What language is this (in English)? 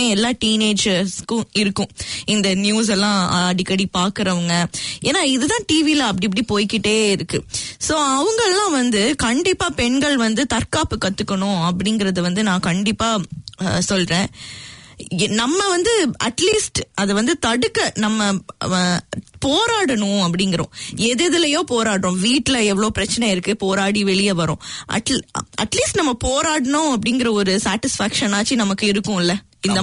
Tamil